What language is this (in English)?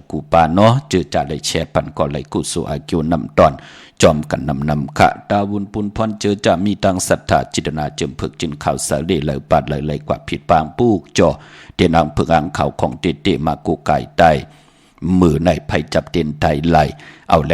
Shan